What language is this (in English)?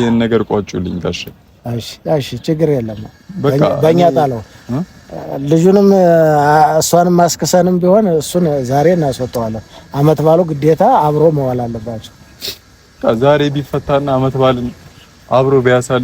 Amharic